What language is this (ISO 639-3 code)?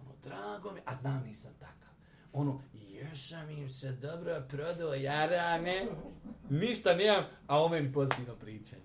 bos